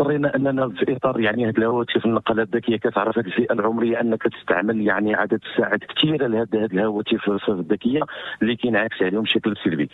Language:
Moroccan Arabic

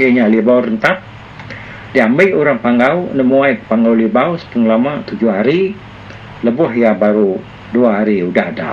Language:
Iban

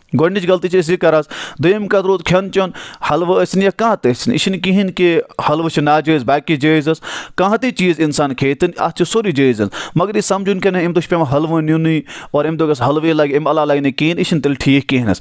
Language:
Kashmiri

